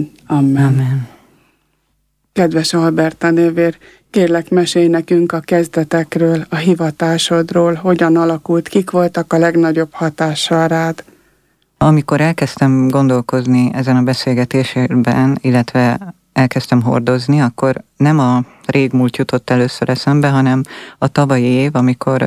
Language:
Hungarian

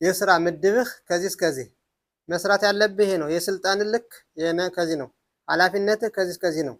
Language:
Amharic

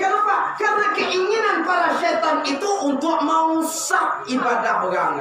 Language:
Minangkabau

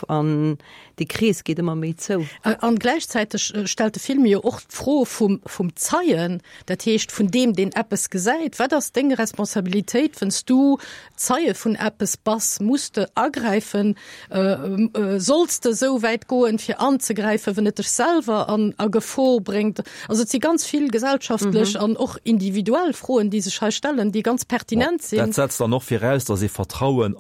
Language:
Luxembourgish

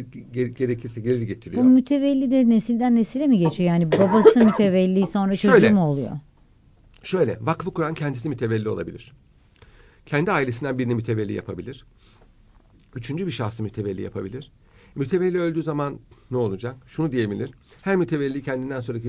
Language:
Turkish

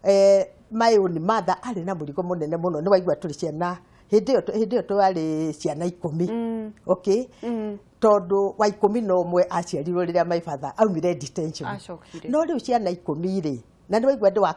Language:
Kikuyu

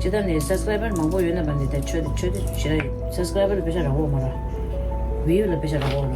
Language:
Tibetan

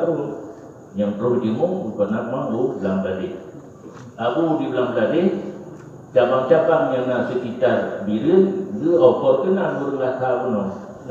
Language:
Achinese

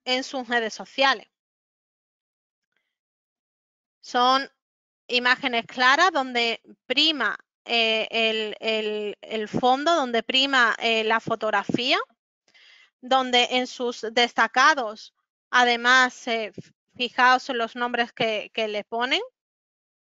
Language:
Spanish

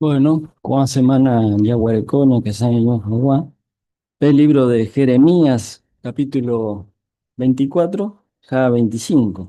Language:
Guarani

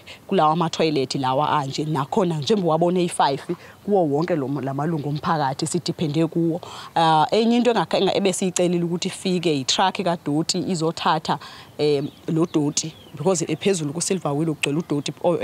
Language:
Zulu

